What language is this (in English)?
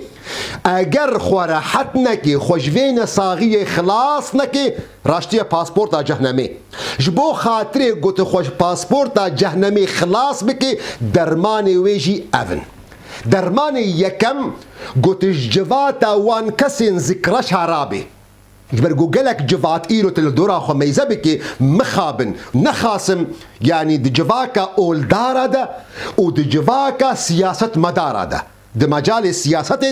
Kurdish